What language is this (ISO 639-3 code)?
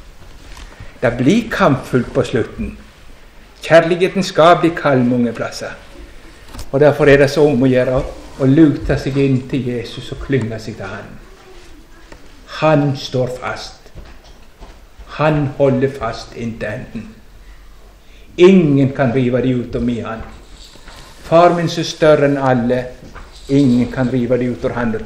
nor